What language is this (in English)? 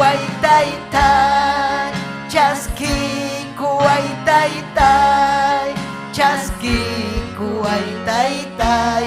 Ayacucho Quechua